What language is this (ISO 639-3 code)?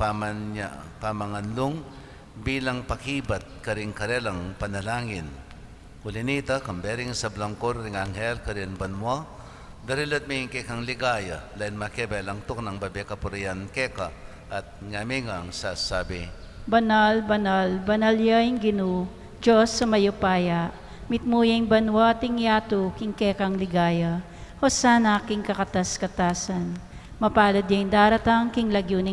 pam